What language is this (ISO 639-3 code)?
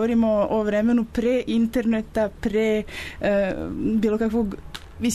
srp